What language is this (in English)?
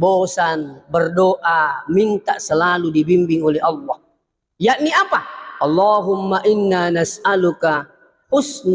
Buginese